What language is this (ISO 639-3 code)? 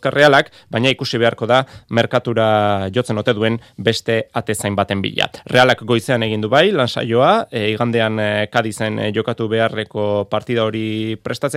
eus